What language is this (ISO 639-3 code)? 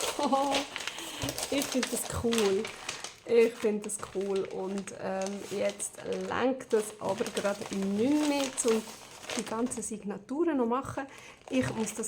gsw